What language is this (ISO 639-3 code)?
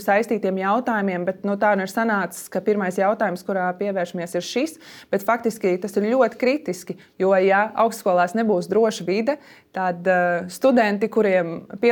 lav